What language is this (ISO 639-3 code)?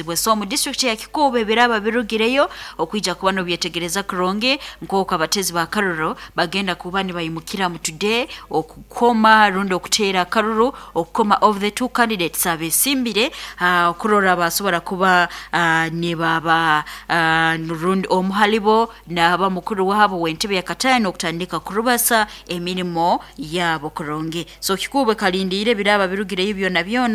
nyn